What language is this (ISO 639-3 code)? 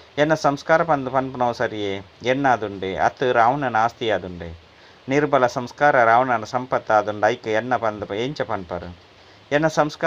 tcy